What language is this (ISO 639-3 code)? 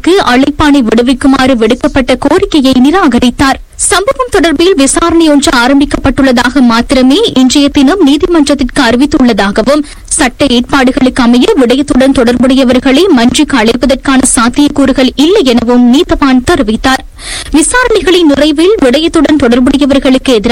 tam